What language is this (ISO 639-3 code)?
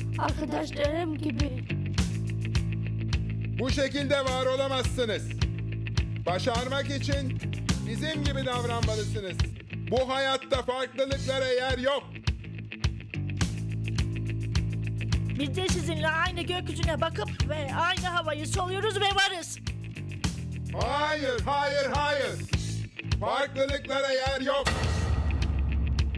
tur